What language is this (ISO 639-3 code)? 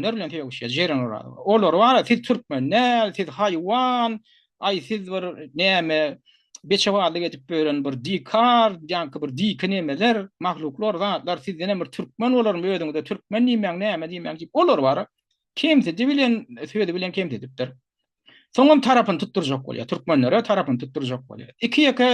tuk